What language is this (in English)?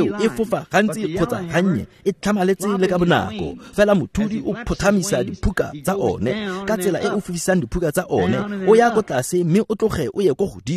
Tswana